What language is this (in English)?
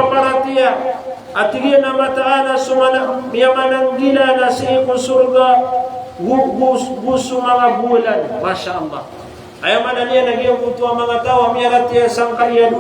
Maranao